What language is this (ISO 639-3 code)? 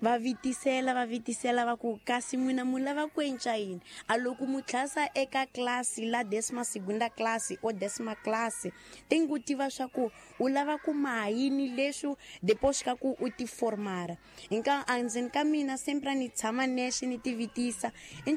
tso